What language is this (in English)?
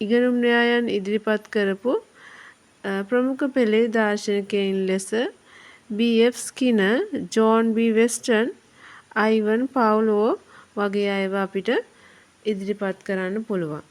Sinhala